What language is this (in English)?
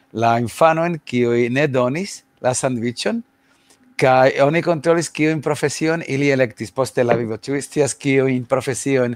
Esperanto